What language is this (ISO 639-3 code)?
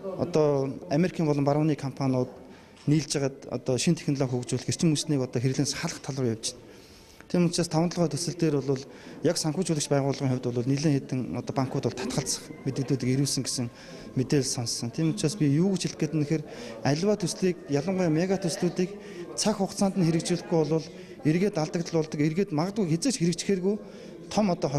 mon